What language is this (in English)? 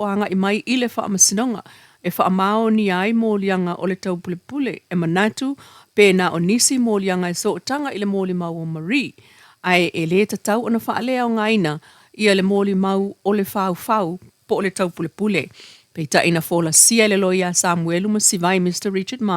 Samoan